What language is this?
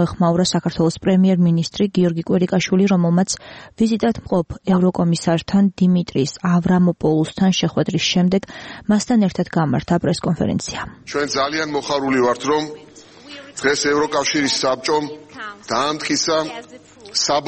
Georgian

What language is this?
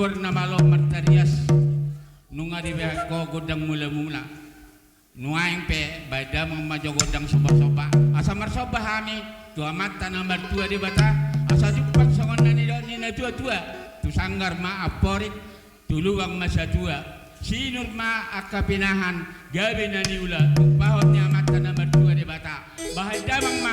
Batak Toba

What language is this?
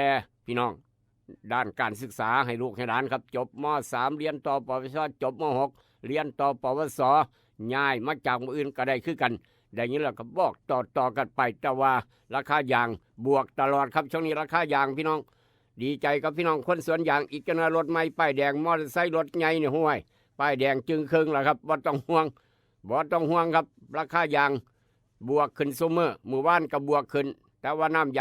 Northeastern Thai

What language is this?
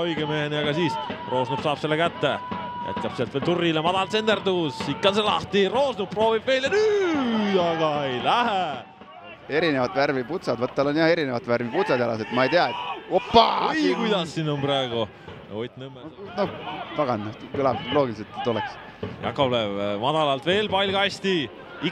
Estonian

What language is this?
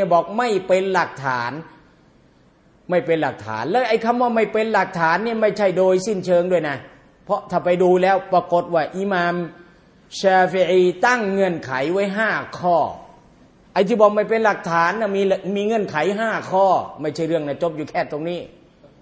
Thai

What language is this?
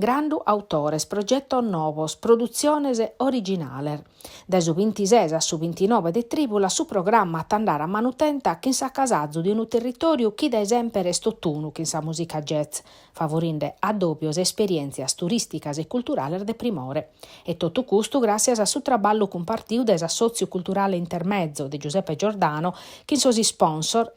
Sardinian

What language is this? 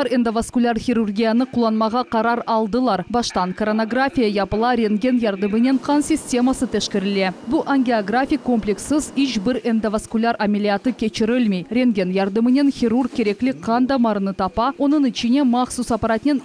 Crimean Tatar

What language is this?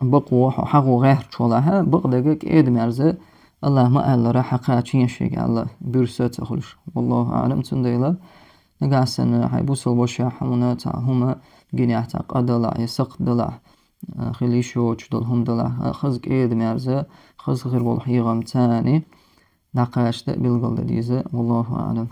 Chechen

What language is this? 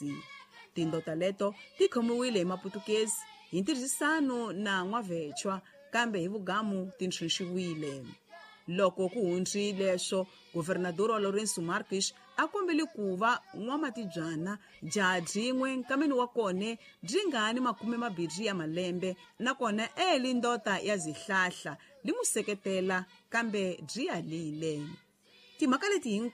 Tsonga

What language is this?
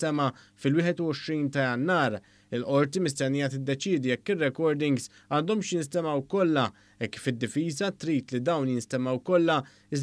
Maltese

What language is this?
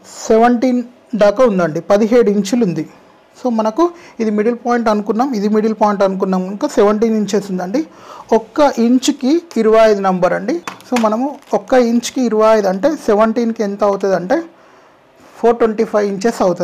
Telugu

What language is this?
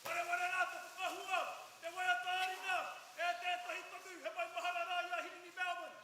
Māori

